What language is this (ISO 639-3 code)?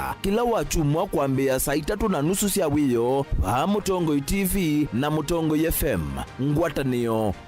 kam